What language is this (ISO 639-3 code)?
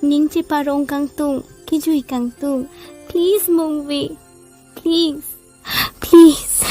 mjw